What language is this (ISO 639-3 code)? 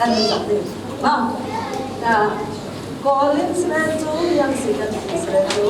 cfm